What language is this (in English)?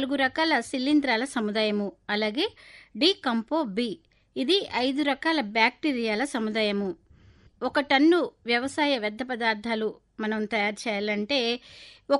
Telugu